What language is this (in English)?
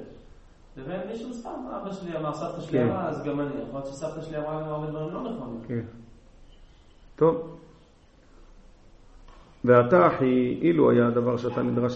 Hebrew